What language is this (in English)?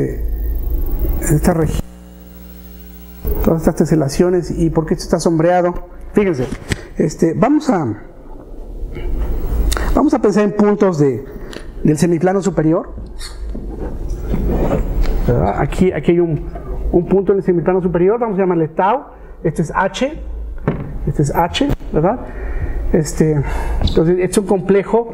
Spanish